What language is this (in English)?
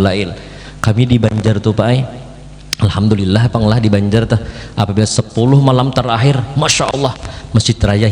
Banjar